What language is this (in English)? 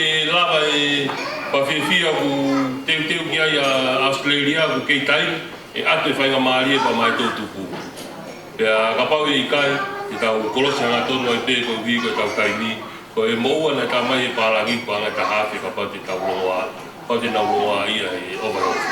Tongan